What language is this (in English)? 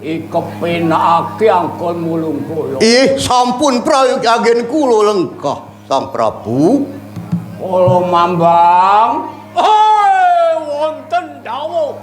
Javanese